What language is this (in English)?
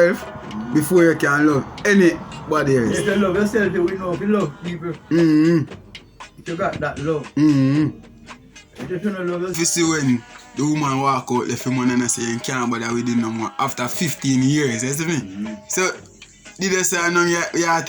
Jamaican Creole English